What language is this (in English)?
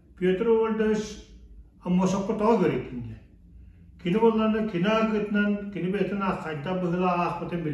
Yakut